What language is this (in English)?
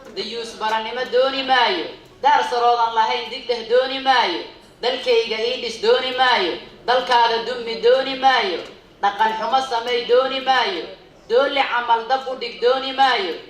Somali